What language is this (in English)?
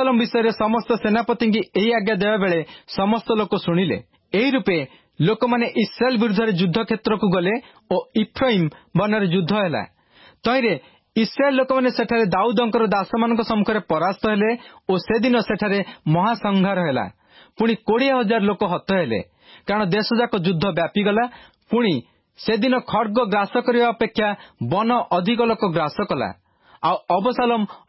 Odia